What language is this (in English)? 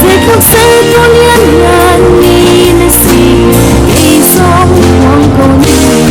Hakha Chin